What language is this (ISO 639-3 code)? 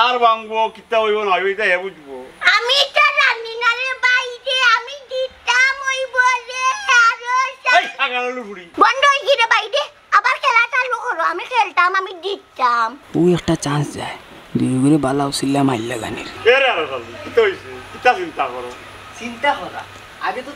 syl